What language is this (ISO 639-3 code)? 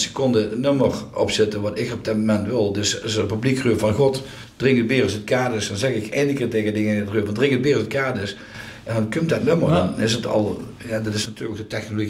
lim